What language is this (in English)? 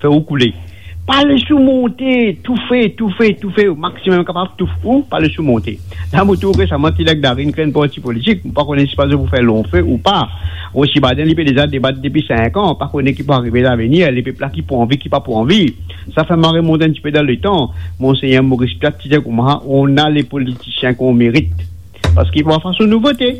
Morisyen